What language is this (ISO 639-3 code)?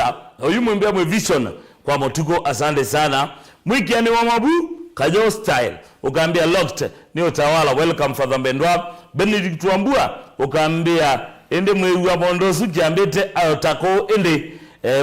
kam